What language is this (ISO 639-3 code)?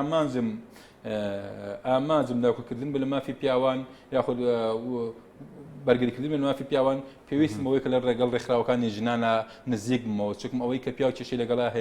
ckb